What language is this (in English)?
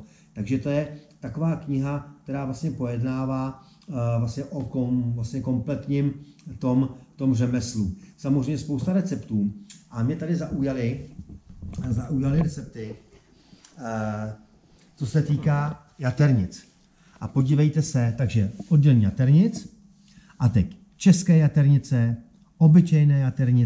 Czech